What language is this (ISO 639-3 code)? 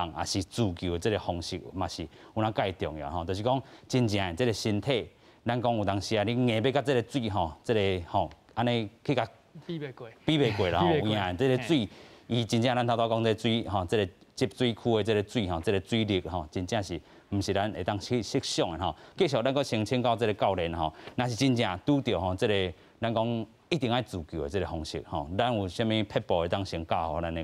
nan